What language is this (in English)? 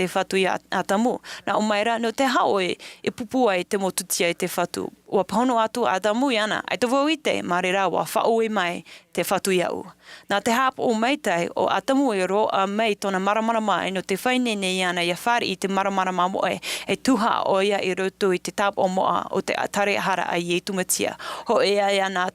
Tahitian